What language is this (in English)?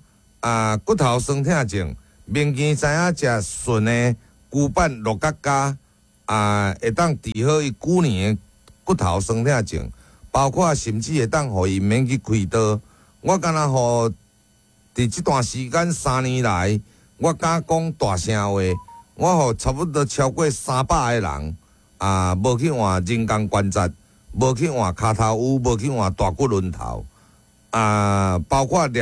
Min Nan Chinese